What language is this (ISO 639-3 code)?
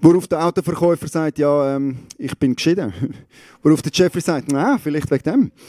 gsw